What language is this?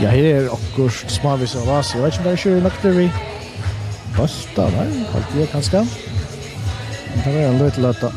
Faroese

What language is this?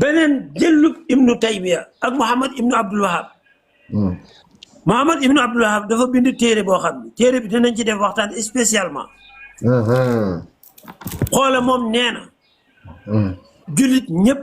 Wolof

